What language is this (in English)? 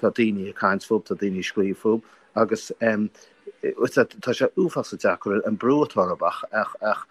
Irish